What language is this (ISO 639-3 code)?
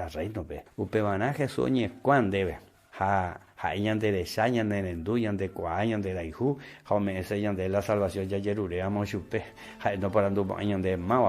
grn